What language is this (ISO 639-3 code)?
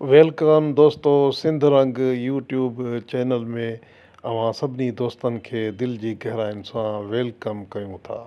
snd